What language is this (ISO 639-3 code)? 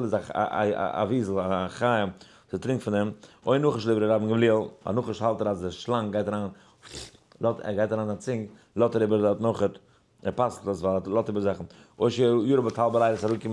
yid